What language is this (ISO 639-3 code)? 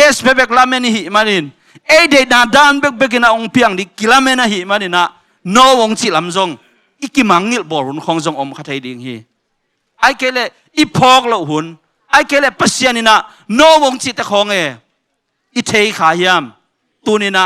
ctd